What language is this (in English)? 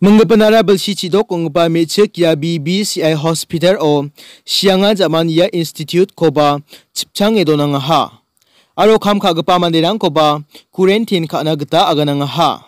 Garo